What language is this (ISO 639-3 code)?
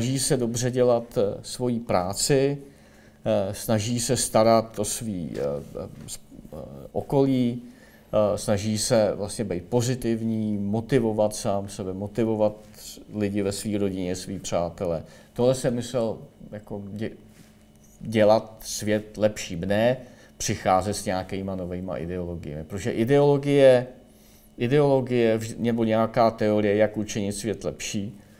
ces